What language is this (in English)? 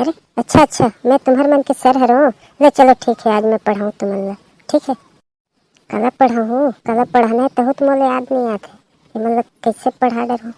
Chhattisgarhi